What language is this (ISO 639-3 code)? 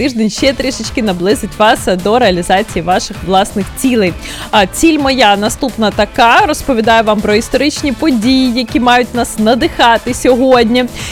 ukr